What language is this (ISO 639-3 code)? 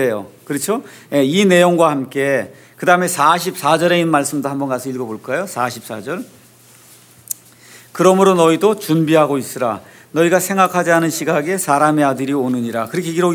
kor